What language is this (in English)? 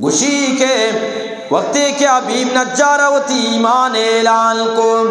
Eastern Balochi